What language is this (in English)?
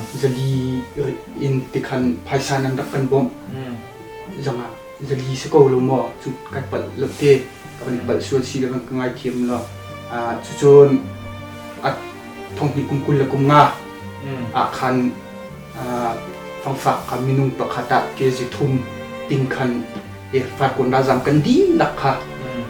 Hakha Chin